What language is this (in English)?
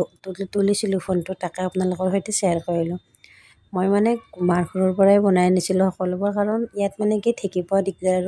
Assamese